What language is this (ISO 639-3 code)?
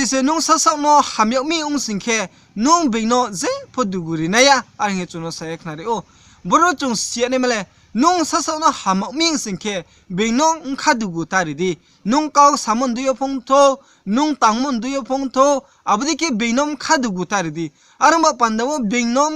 ria